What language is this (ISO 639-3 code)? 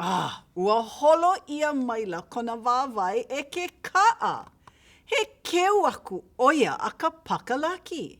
haw